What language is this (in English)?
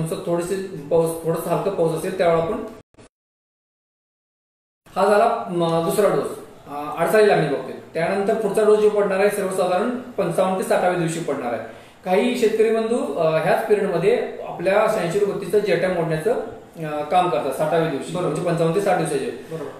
Marathi